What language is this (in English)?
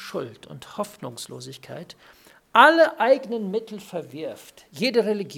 German